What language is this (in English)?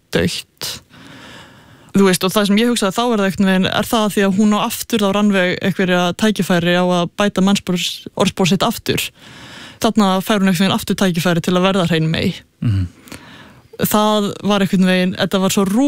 Icelandic